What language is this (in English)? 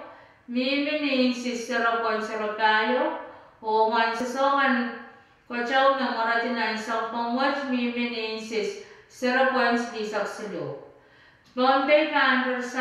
Pohnpeian